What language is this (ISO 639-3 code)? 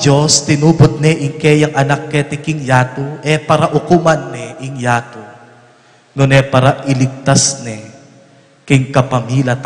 pam